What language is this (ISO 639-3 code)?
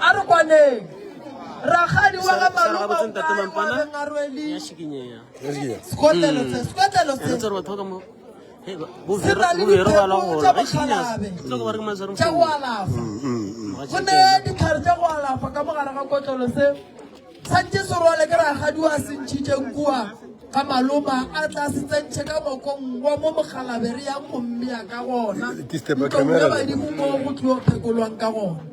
nso